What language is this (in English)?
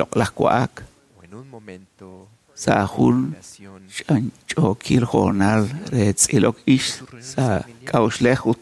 Kekchí